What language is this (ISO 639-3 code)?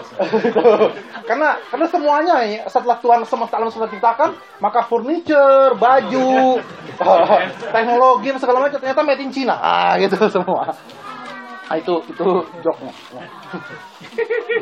ind